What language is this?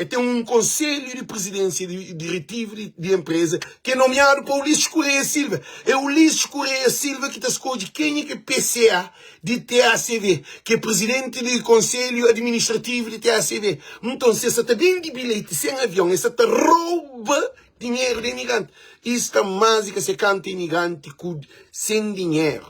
Kabuverdianu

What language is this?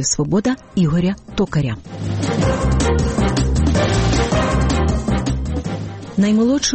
Ukrainian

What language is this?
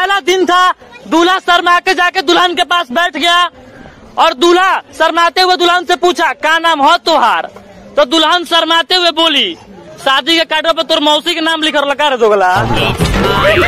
Bhojpuri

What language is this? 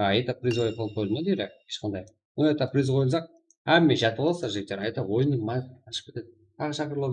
Kara-Kalpak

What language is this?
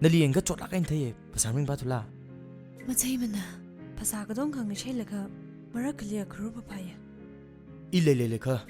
Tangkhul Naga (India)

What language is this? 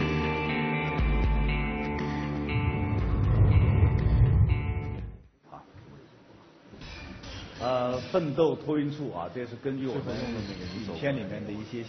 Chinese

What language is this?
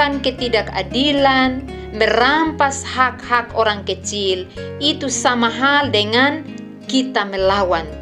Kupang Malay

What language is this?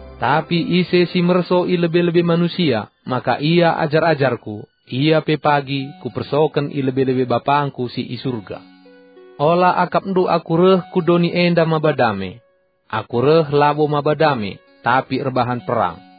Batak Karo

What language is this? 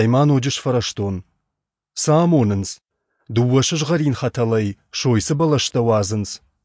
Ossetic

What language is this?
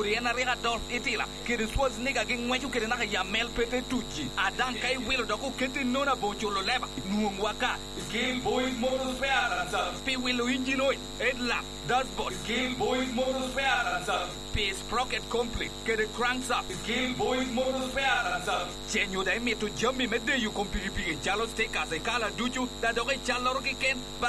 Lango (Uganda)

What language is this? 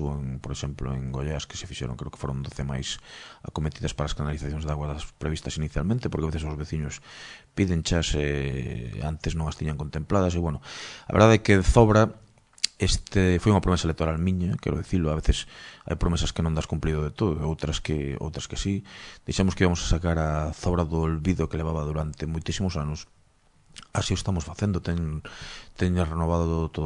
Galician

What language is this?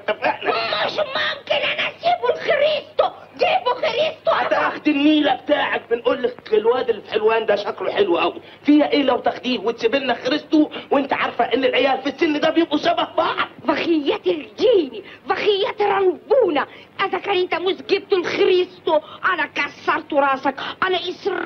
Egyptian Arabic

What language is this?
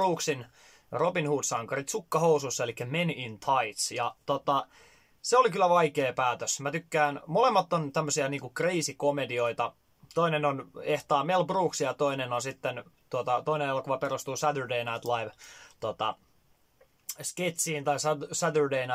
Finnish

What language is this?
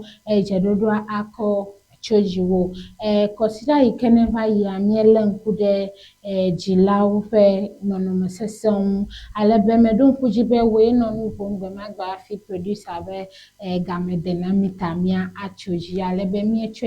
Ewe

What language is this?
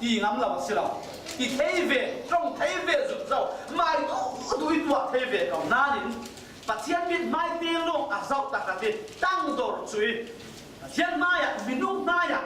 Falam Chin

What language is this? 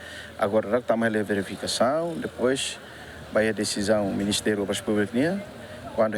Tetum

